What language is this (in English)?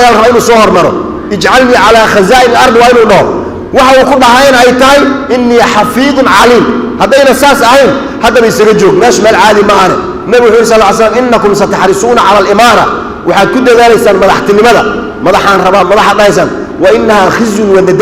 Somali